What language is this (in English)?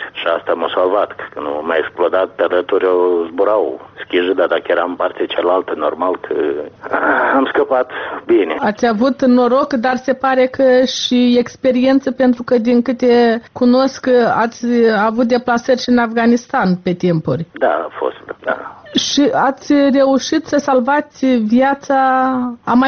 Romanian